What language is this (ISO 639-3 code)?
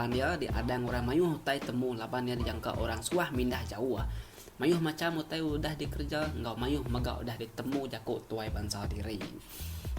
iba